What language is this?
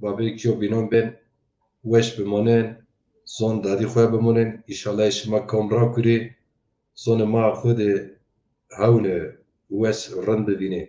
Zaza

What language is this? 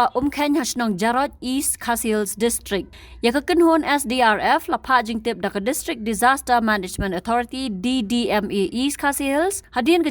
Khasi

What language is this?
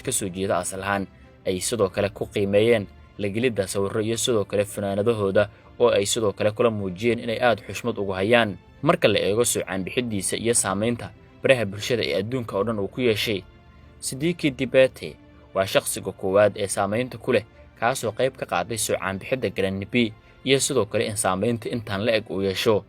Somali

